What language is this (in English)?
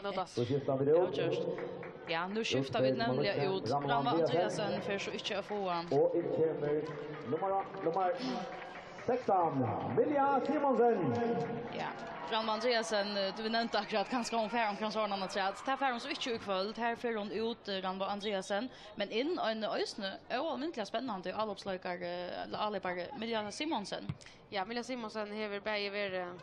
Faroese